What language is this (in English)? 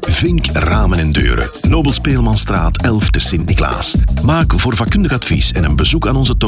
Dutch